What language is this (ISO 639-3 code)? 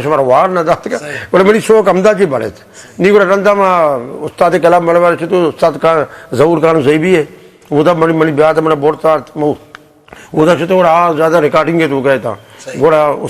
bgp